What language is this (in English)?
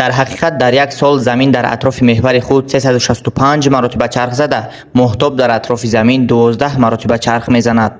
Tajik